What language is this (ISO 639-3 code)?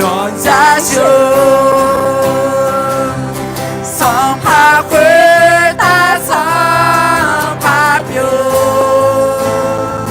ahk